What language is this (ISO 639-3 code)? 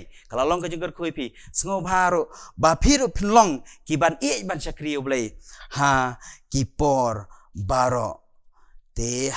kha